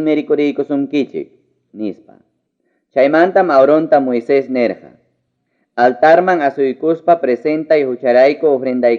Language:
Ayacucho Quechua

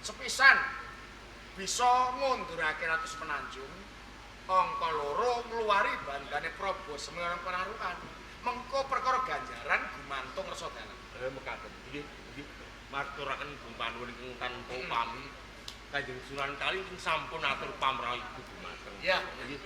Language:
Javanese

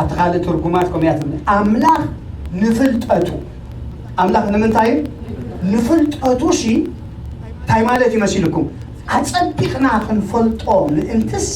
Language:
Tigrinya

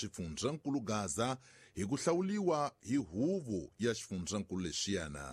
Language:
Tsonga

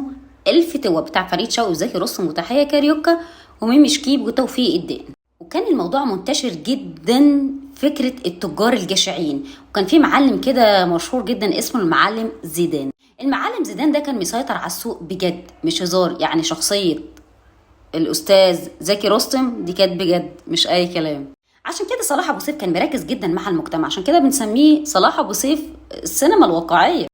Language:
Egyptian Arabic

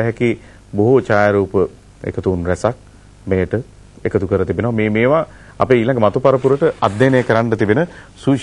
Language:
Sinhala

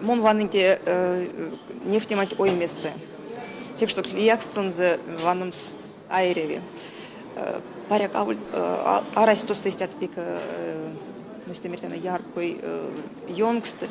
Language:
Erzya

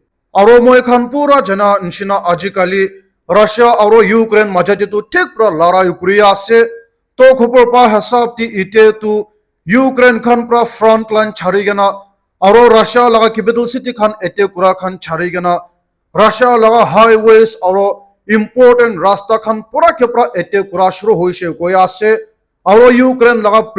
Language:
Naga Pidgin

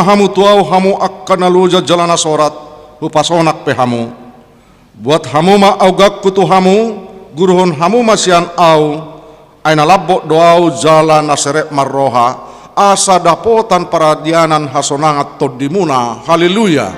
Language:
Batak Toba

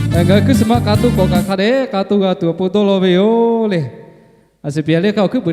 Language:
Lahu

